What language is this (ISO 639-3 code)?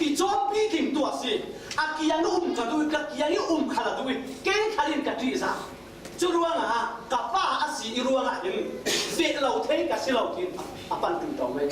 cfm